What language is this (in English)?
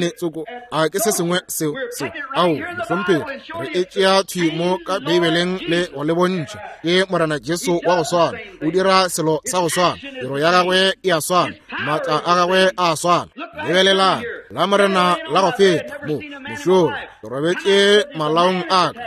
Northern Sotho